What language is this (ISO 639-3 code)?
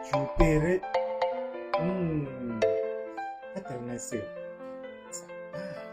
tsn